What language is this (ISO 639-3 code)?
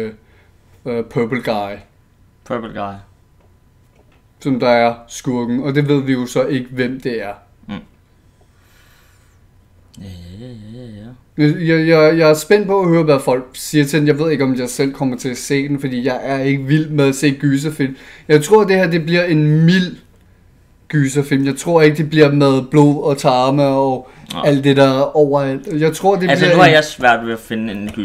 dan